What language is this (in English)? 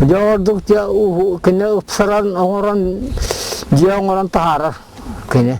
Yakut